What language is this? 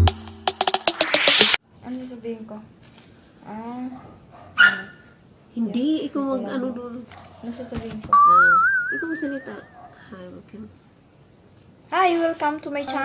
Filipino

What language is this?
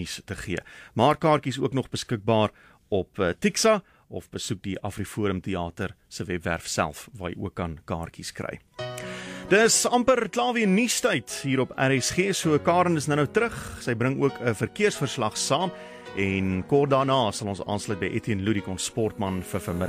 Afrikaans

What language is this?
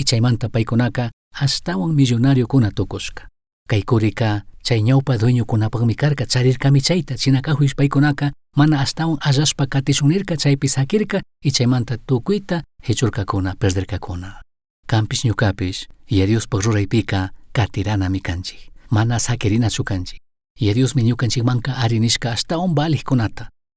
Chimborazo Highland Quichua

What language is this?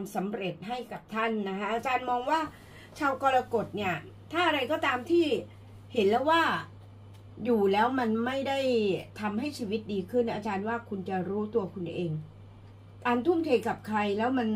Thai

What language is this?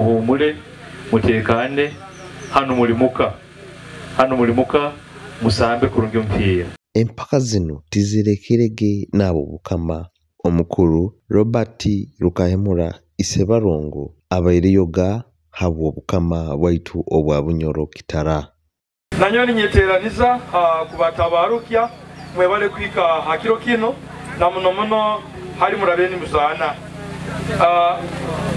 Nyoro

